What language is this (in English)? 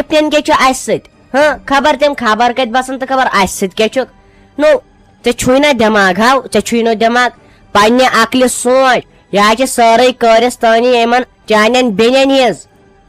Kashmiri